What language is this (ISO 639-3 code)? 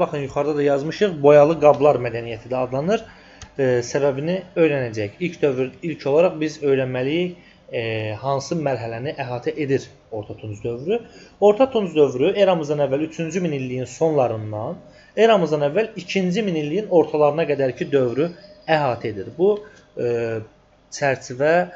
aze